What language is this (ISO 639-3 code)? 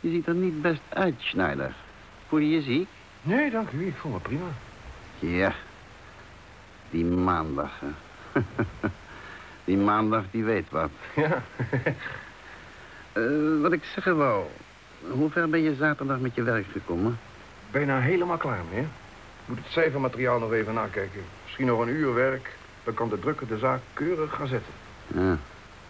nld